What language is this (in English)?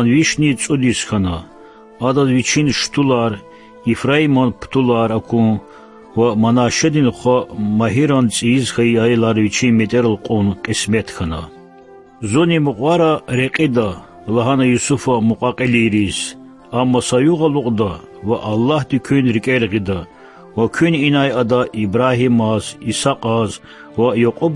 Lezghian